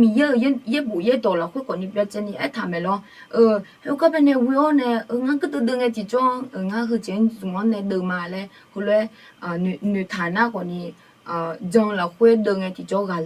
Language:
Akha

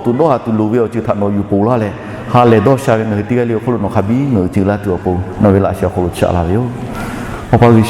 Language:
Lahu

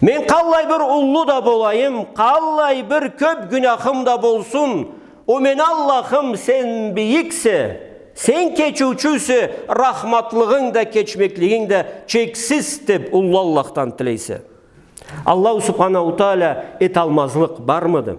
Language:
Karachay-Balkar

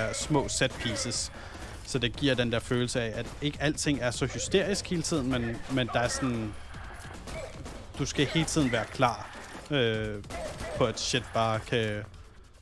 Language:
Danish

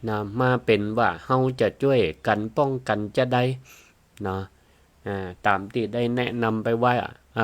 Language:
Northern Thai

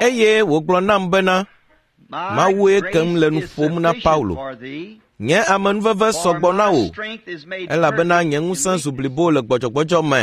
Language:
Ewe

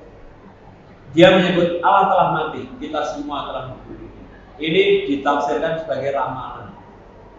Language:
Indonesian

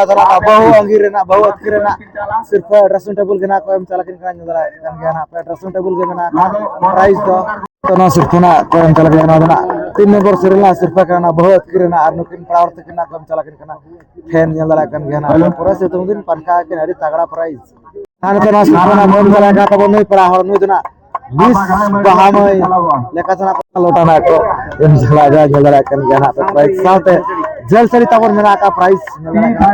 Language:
Santali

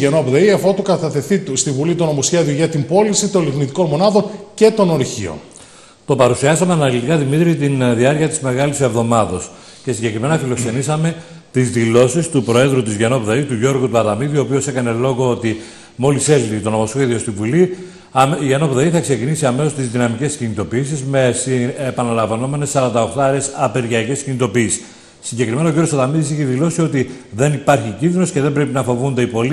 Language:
Greek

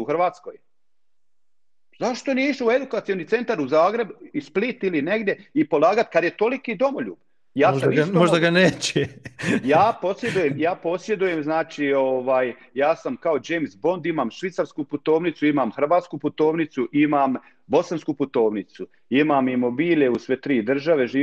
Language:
Croatian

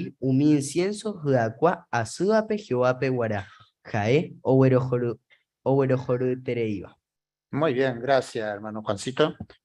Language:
Guarani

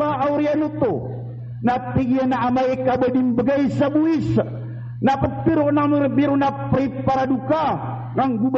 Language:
Maranao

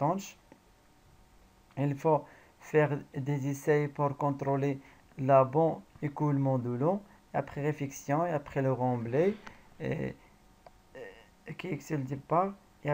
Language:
French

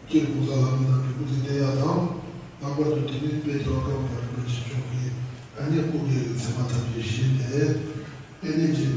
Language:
Tibetan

